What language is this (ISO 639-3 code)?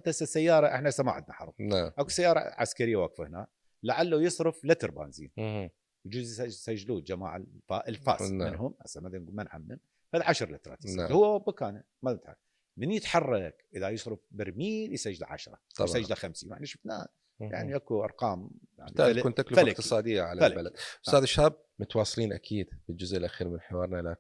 acm